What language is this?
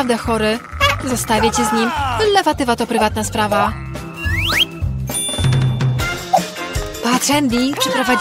Polish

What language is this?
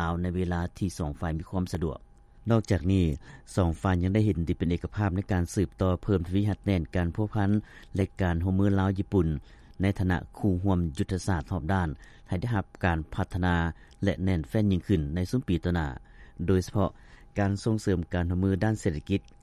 Lao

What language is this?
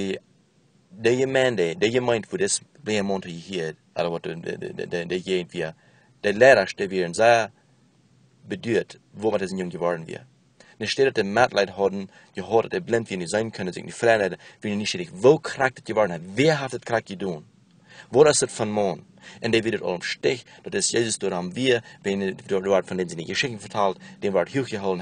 Plautdietsch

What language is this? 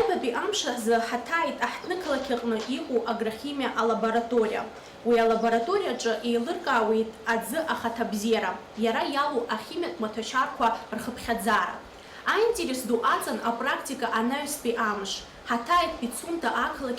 Abkhazian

